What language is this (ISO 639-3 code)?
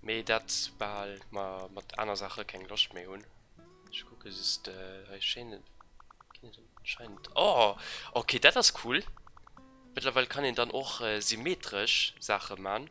ltz